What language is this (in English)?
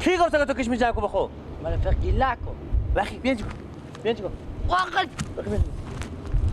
Persian